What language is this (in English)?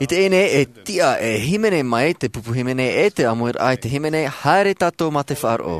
Tahitian